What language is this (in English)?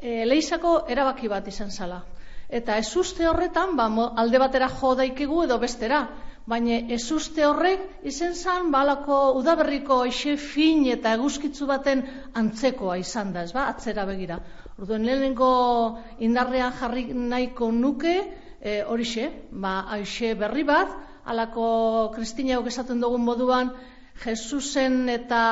Basque